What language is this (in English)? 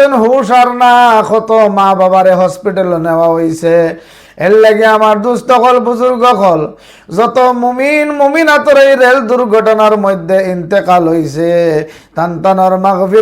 Sylheti